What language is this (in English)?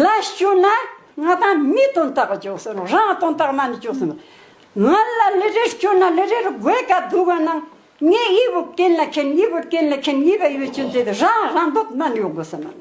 Ladakhi